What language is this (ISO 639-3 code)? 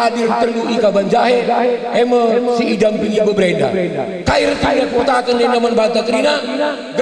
btx